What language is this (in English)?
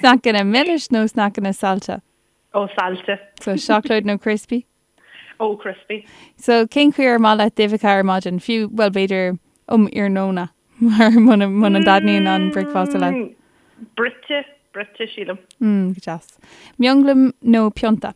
Irish